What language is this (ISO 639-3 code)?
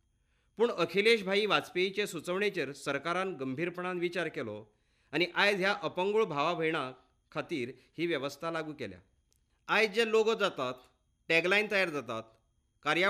kok